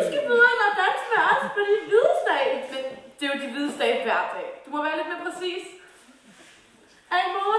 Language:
Danish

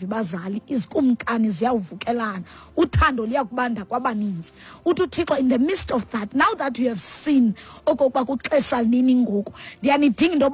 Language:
Xhosa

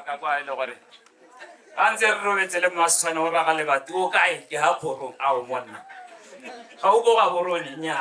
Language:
Tswana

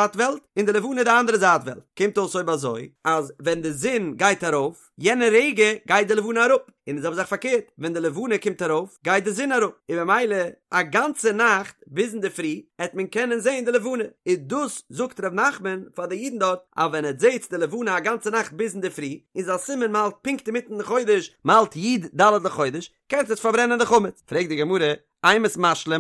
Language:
Yiddish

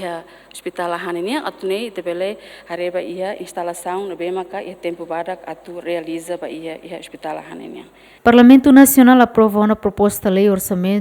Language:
Tetum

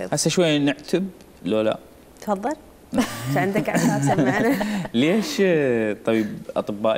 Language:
Mesopotamian Arabic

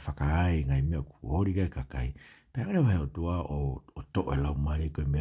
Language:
Tongan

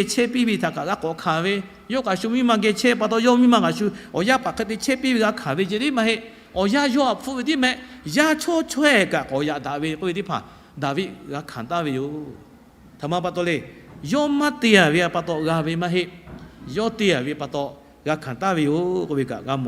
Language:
Lahu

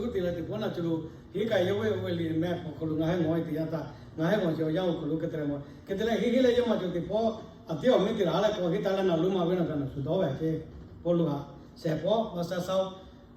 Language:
Lahu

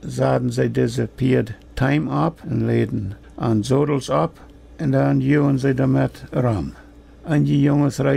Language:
Plautdietsch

